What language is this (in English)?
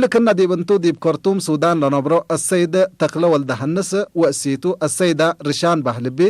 Tigre